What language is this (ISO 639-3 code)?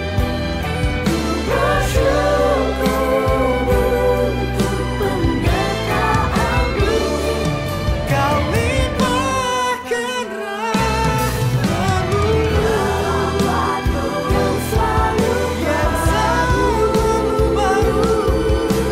ind